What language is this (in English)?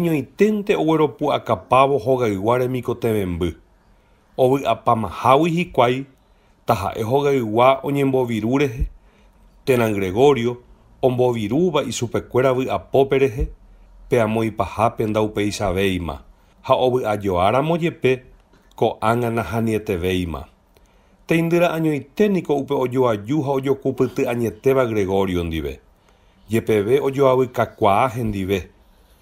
Guarani